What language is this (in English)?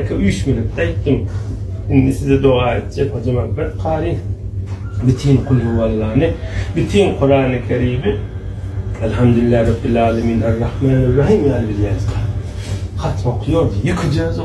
Turkmen